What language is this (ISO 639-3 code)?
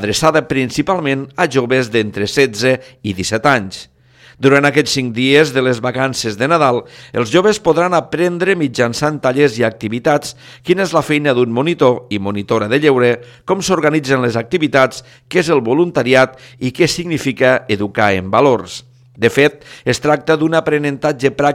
cat